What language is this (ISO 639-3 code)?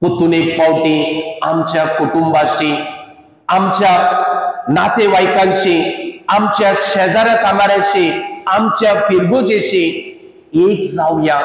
kok